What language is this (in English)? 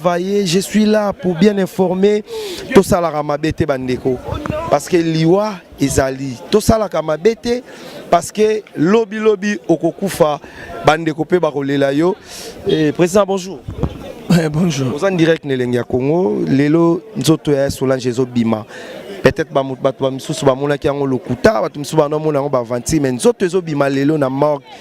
Lingala